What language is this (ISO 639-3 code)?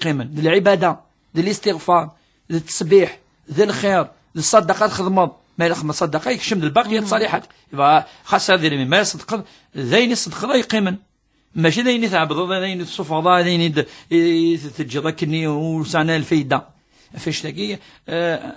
kab